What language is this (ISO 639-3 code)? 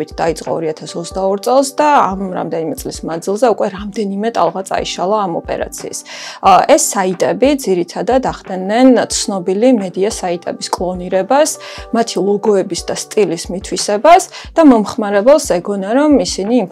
kat